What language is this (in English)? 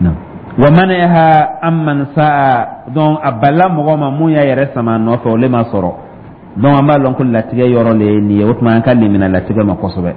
Dyula